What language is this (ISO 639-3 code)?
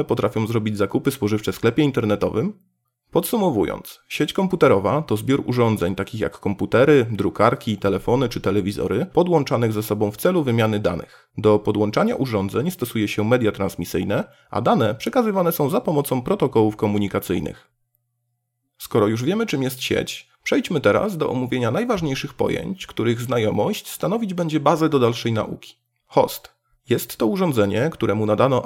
pol